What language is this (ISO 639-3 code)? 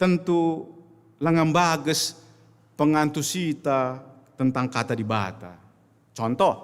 btx